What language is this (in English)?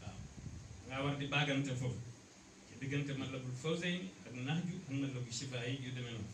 Wolof